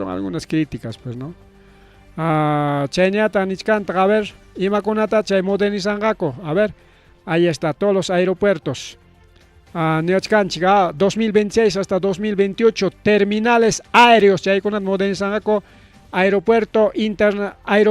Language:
Ayacucho Quechua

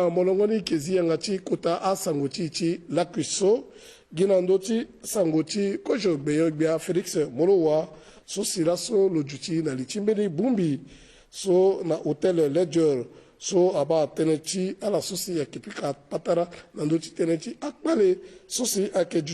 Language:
Sango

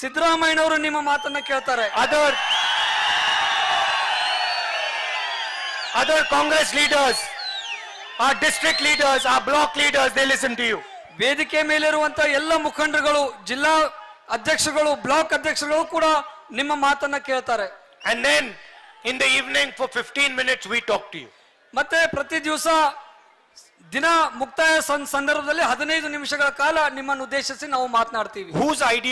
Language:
Kannada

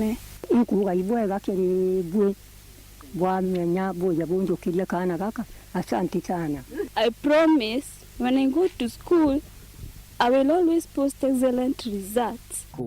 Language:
Meru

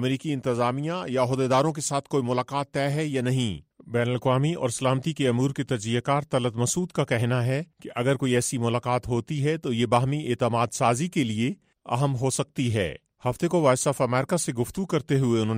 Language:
Urdu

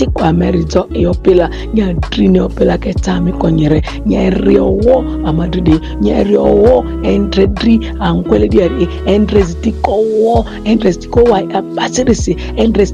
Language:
Ma'di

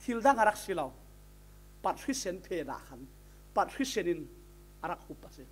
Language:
Falam Chin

